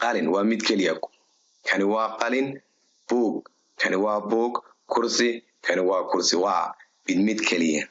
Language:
Somali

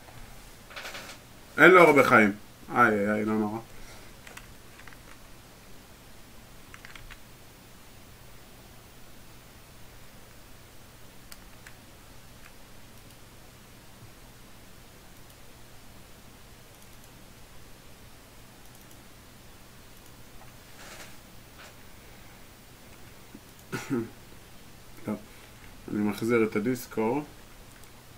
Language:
Hebrew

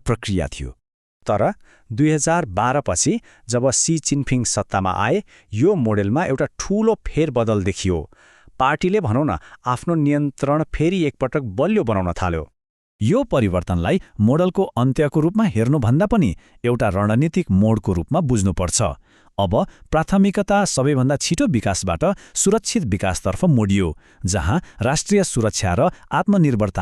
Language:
Nepali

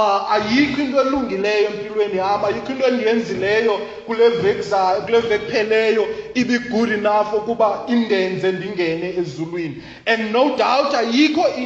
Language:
Xhosa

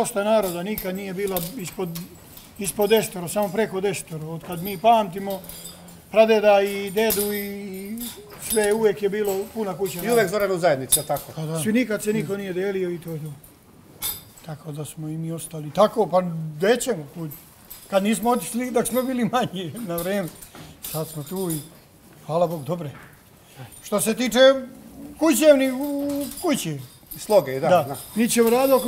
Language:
Serbian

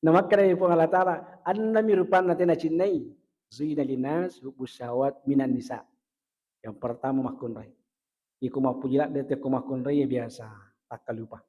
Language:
Buginese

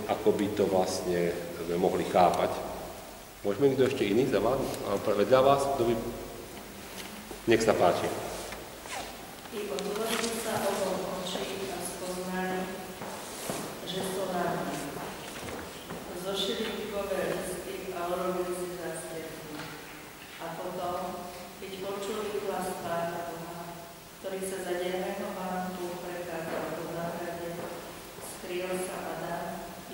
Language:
Slovak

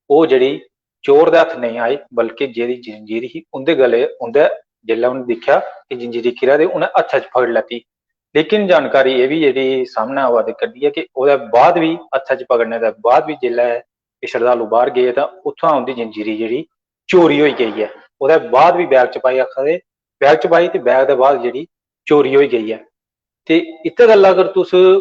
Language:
Dogri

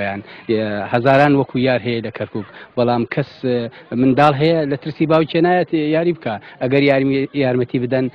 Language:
Central Kurdish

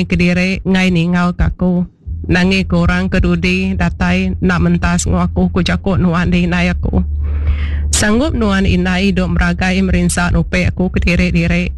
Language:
Iban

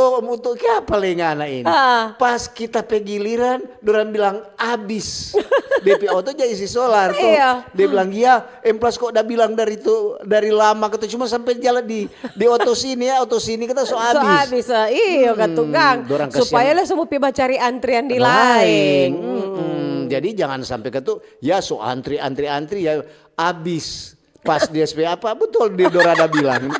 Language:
Manado Malay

